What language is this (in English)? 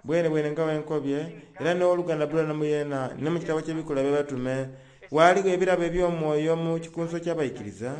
Soga